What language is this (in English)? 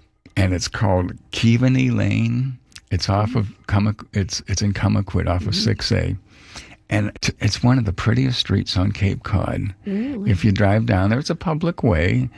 English